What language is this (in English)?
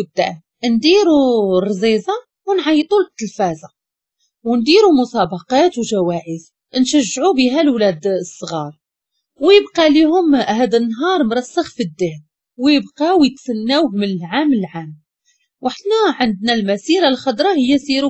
Moroccan Arabic